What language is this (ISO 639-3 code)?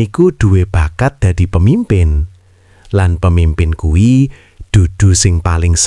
jav